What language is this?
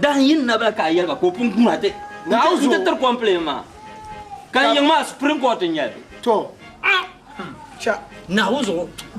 Dagbani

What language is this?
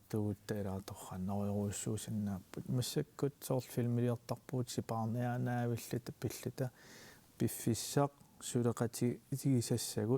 Kalaallisut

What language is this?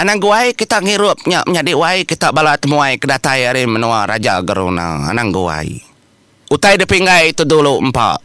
Iban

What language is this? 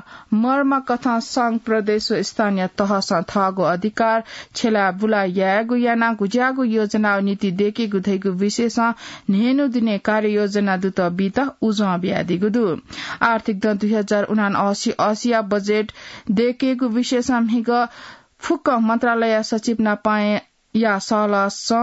Newari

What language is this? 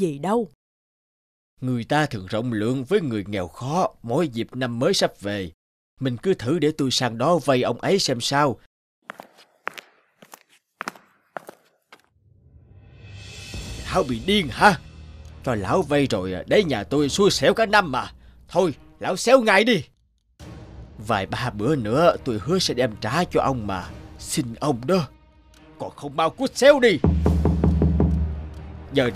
Vietnamese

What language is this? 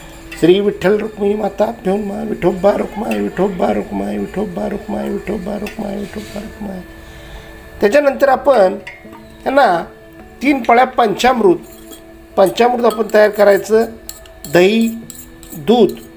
Marathi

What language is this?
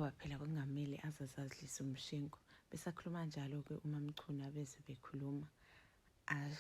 Zulu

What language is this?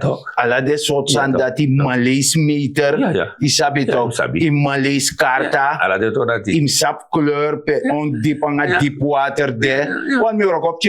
Sranan Tongo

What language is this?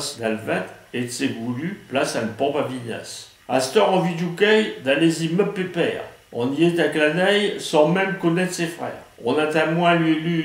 Picard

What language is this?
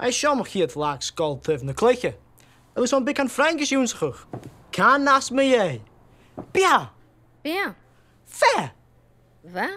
Scottish Gaelic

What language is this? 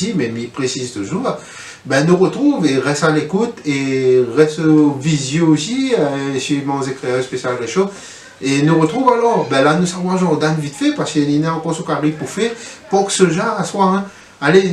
Réunion Creole French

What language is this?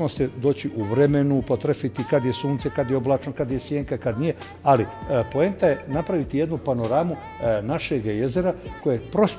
Bosnian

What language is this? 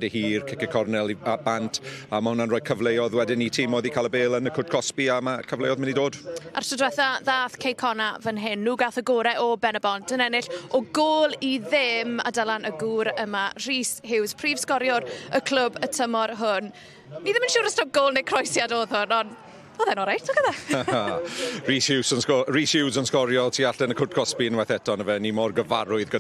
Welsh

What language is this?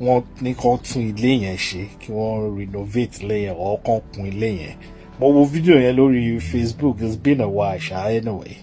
Yoruba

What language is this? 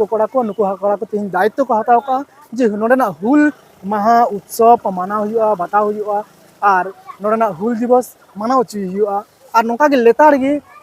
Santali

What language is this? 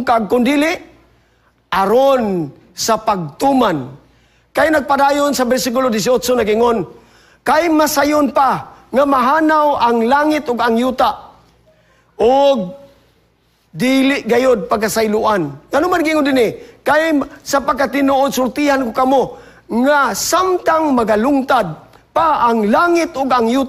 Cebuano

